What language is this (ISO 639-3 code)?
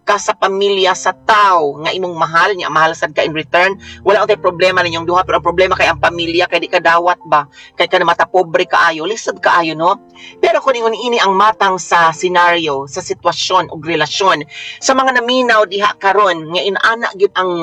ceb